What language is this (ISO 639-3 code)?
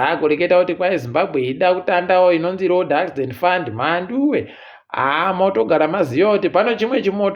ndc